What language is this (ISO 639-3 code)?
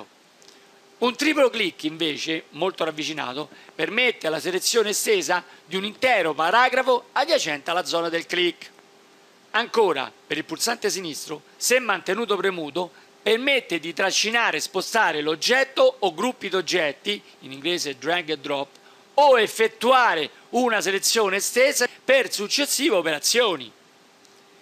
ita